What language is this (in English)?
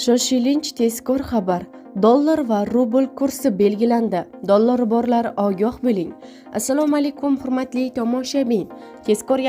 Uzbek